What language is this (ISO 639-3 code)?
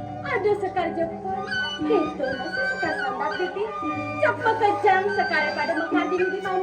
ban